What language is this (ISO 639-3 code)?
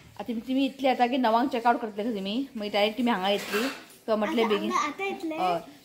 kok